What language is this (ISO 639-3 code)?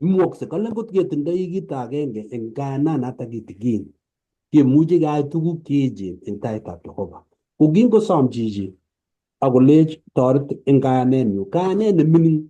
kln